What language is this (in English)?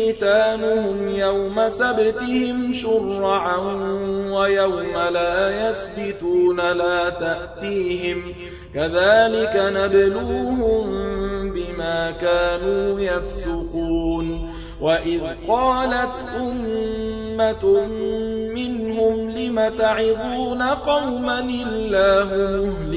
Arabic